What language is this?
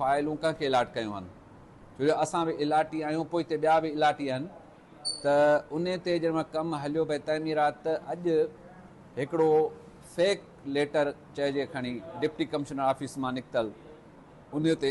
Sindhi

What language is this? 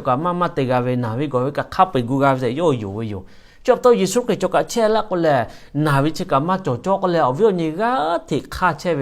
Lahu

